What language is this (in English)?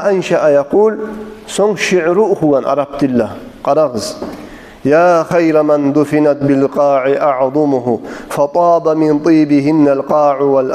Kumyk